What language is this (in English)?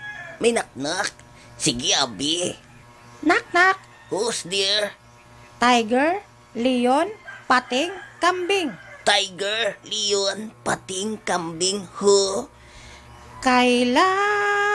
Hiligaynon